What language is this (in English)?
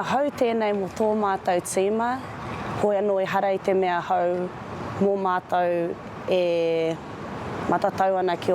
Māori